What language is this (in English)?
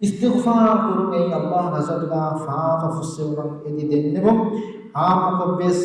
Divehi